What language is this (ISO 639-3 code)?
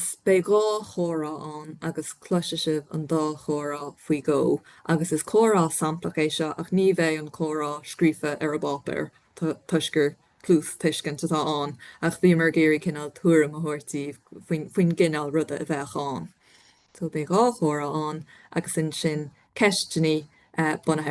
gle